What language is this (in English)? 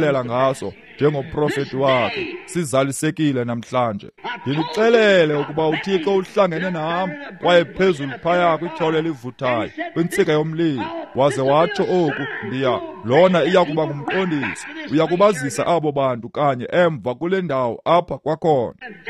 Xhosa